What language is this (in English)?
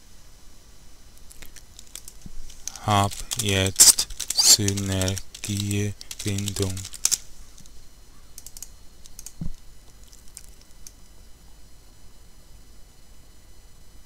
German